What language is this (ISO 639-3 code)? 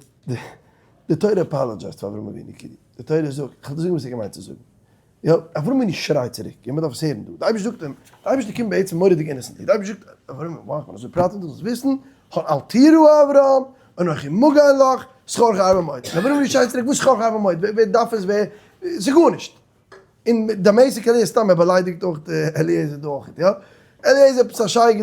yid